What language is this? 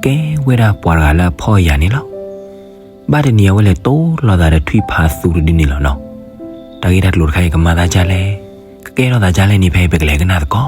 S'gaw Karen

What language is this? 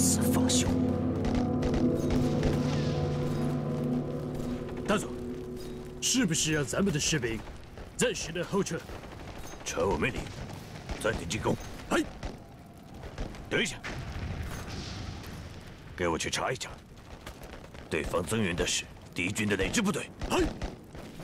Chinese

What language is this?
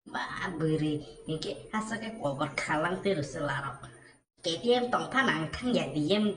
Kok Borok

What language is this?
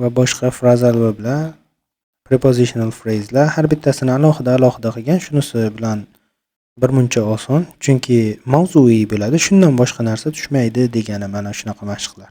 Uzbek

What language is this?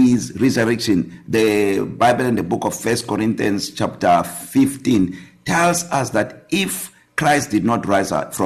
English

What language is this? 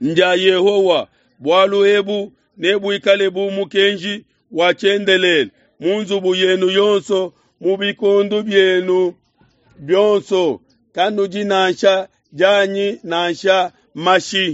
Luba-Lulua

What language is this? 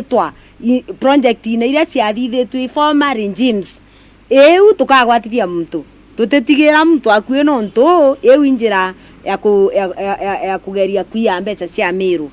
Meru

